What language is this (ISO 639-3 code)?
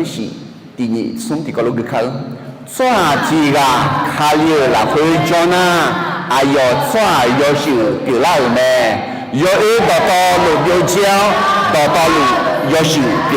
ahk